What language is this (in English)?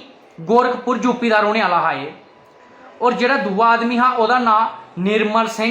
Dogri